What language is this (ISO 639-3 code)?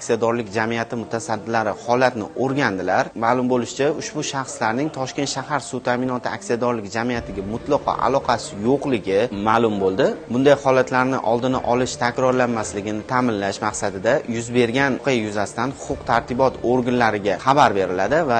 uzb